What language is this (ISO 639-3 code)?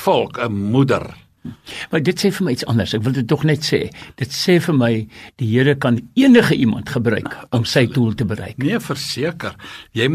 afr